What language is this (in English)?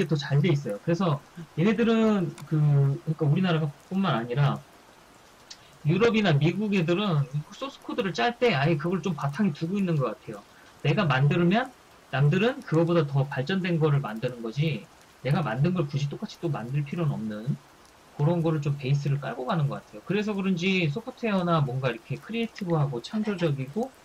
Korean